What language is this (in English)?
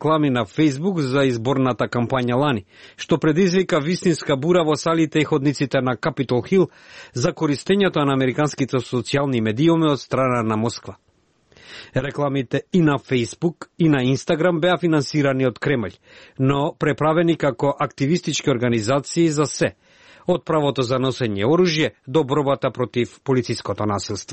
Macedonian